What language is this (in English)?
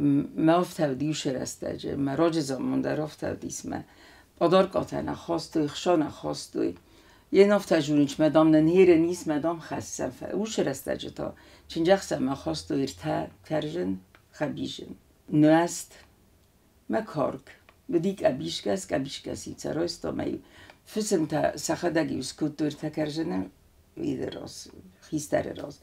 Ossetic